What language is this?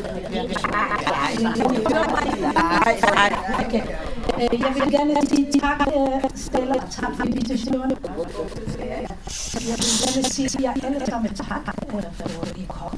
Danish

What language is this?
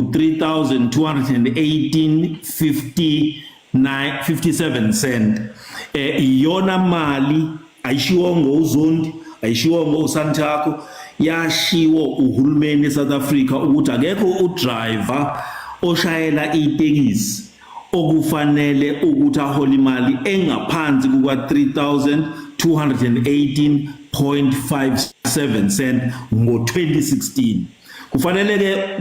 Zulu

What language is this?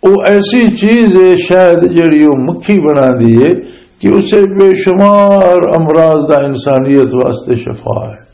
Western Panjabi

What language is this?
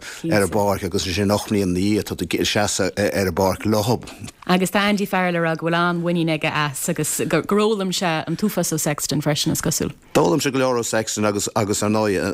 Irish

